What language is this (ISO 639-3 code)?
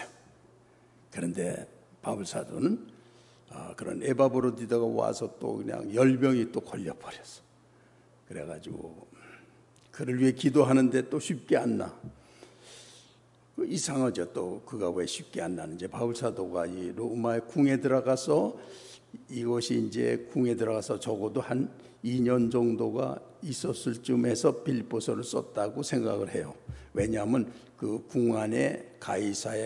kor